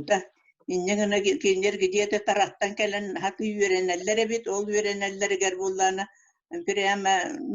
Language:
Yakut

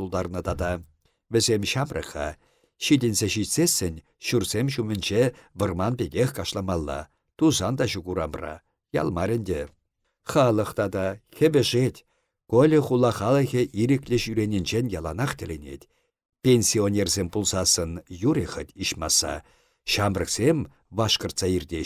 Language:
Chuvash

